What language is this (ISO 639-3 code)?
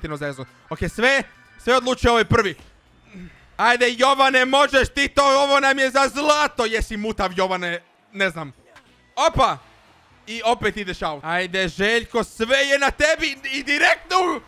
hrv